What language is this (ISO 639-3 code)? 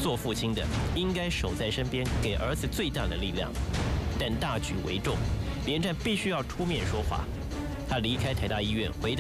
zho